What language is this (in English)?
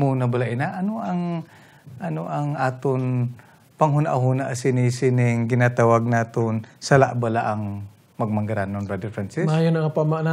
Hiligaynon